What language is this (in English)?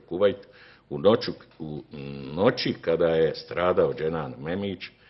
Bosnian